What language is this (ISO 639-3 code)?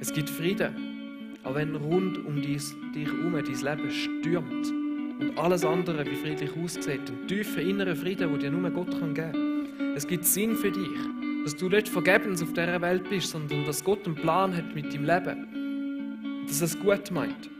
gsw